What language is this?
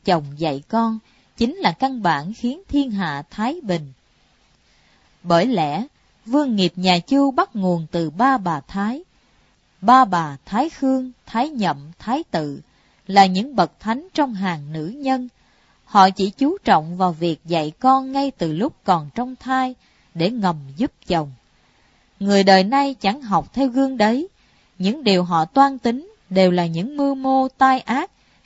Vietnamese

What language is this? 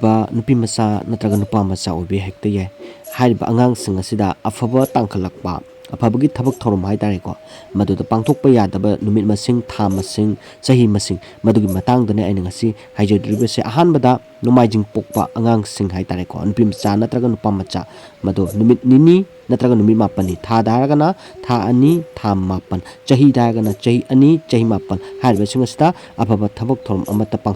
Manipuri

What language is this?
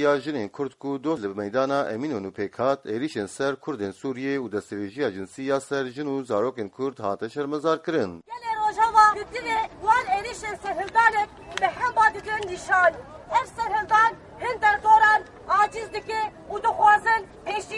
Kurdish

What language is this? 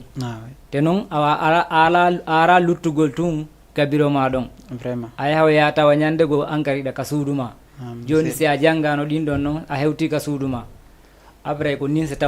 Fula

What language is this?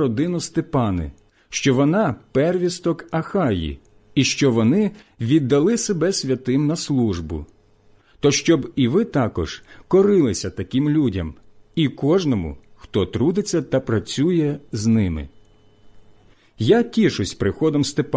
Ukrainian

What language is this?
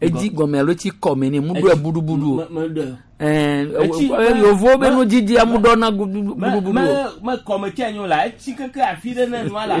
Gen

